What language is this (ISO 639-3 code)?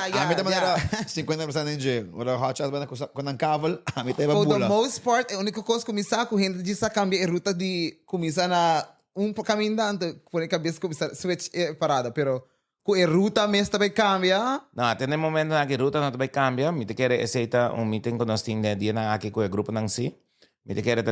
pap